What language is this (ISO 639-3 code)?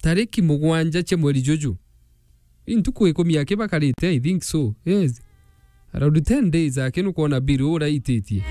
mer